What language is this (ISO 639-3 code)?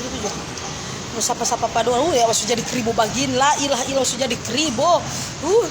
xmm